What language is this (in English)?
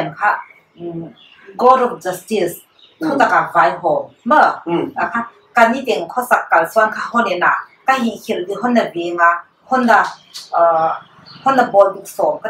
Paite Chin